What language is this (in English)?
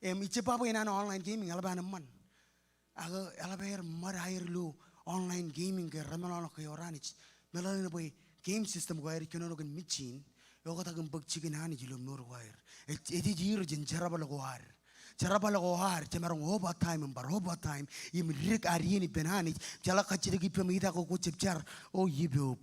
Marshallese